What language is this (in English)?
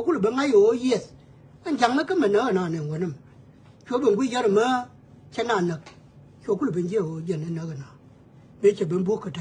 Nuer